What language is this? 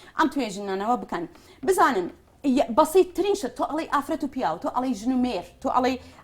Central Kurdish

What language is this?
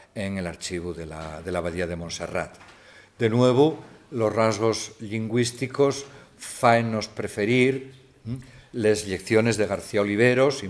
Asturian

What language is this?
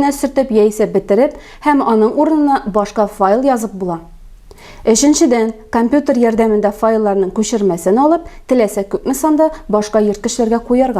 Tatar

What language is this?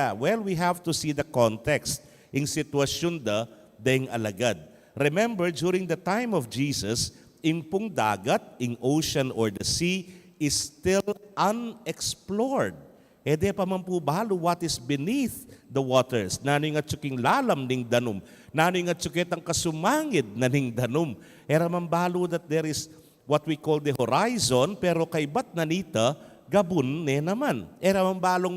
Pampanga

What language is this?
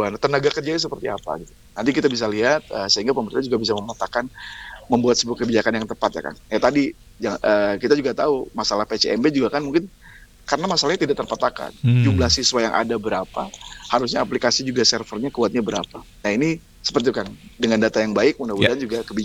Indonesian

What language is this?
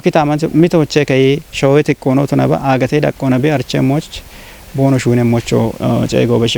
Kafa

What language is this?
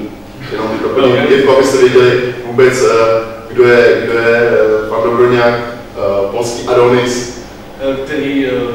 Czech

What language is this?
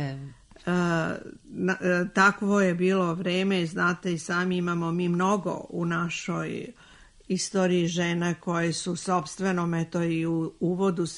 Serbian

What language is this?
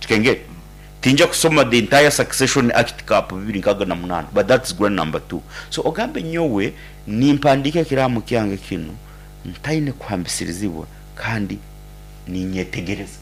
Nyoro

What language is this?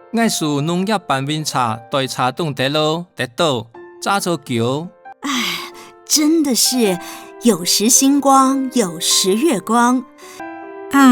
Hakka Chinese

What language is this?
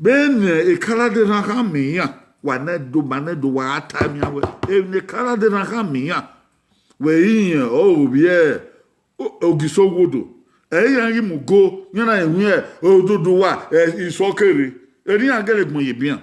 Bini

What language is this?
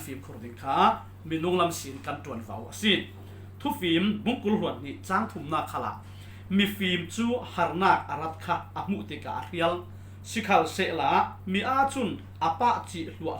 Falam Chin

